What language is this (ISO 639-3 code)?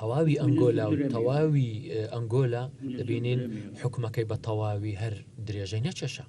ckb